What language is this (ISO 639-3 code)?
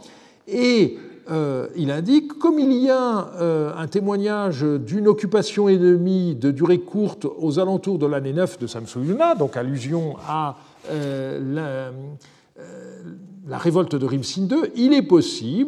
fra